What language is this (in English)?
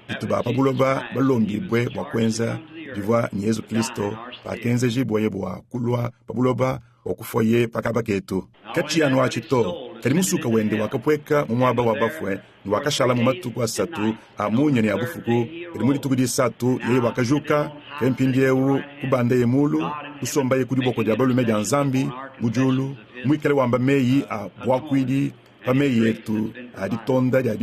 Luba-Lulua